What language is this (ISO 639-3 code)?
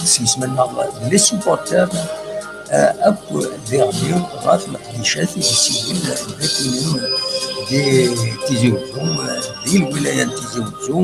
kab